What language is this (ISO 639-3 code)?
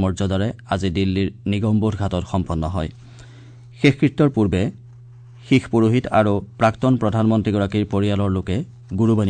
asm